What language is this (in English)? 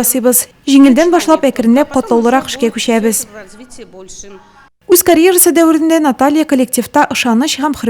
Tatar